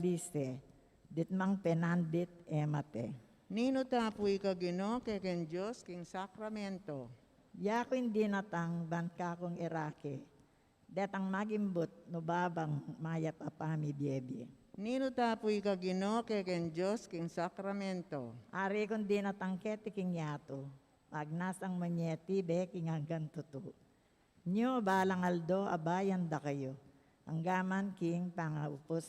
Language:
Pampanga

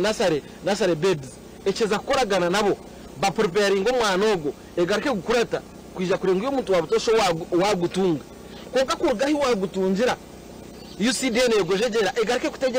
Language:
Nyankole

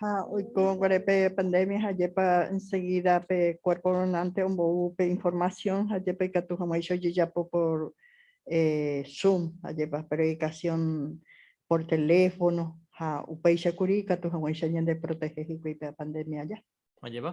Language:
Guarani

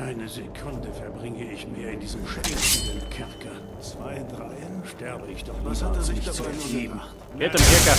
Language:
Bavarian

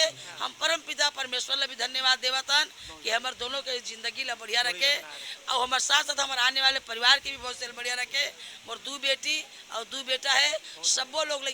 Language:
Chhattisgarhi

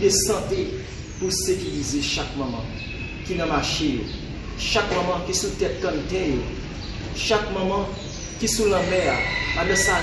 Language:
Haitian Creole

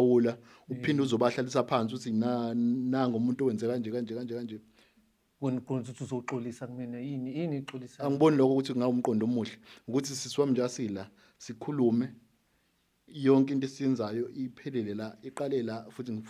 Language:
Zulu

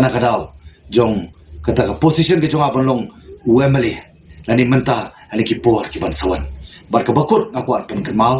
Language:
Khasi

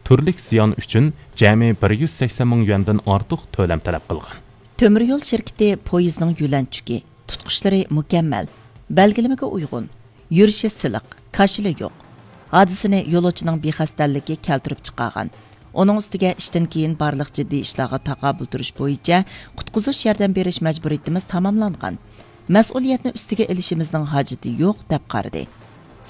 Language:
Uyghur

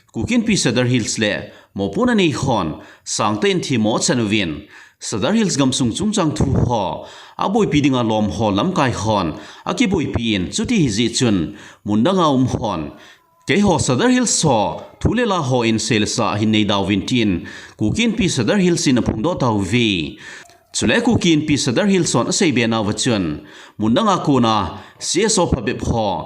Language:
Thado Chin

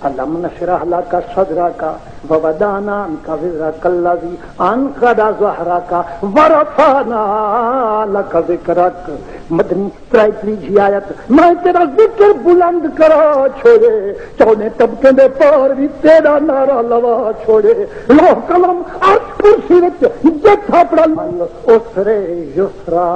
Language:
Saraiki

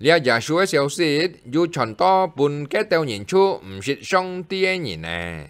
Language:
Hakka Chinese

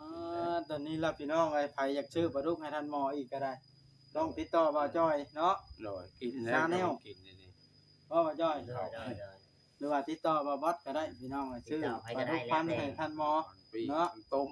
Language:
Northeastern Thai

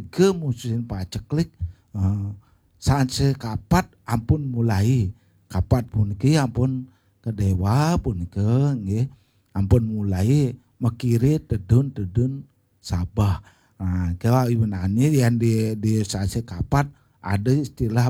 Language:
Balinese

